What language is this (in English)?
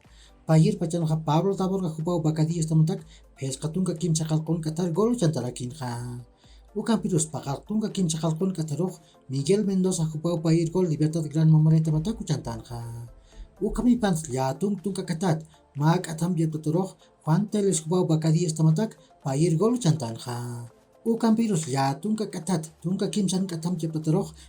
Aymara